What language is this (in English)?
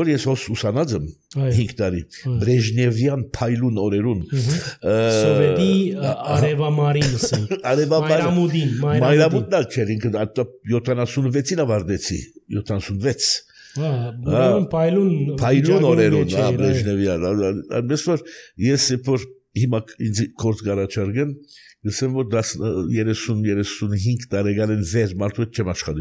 Armenian